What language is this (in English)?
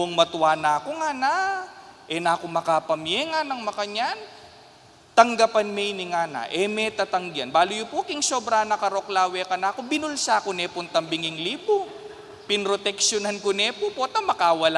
Pampanga